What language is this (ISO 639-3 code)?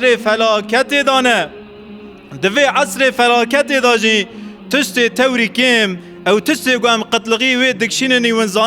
kur